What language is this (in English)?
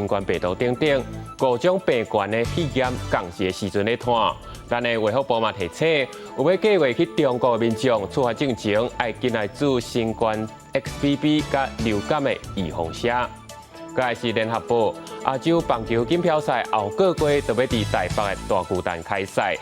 Min Nan Chinese